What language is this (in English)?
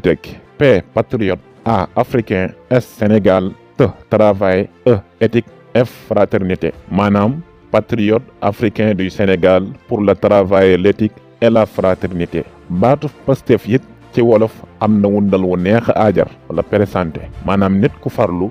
Wolof